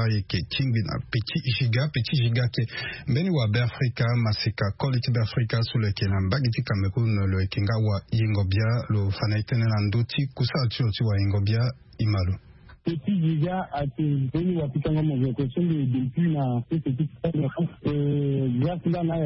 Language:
Sango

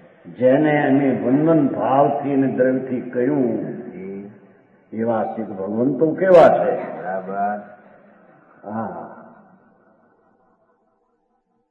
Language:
Gujarati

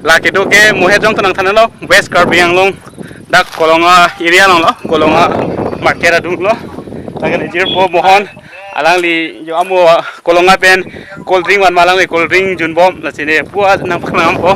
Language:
Karbi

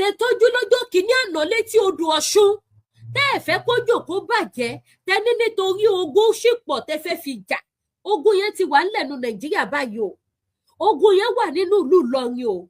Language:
Yoruba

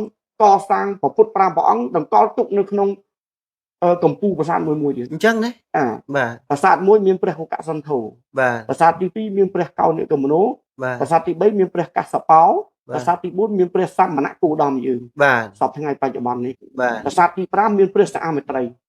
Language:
Khmer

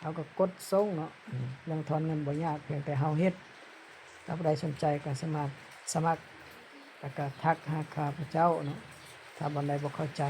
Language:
Lao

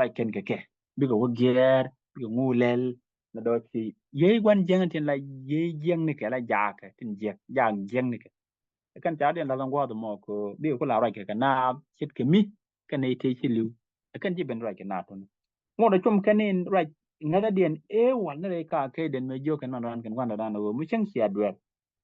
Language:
Nuer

